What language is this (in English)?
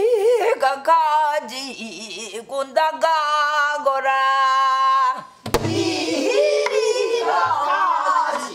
Korean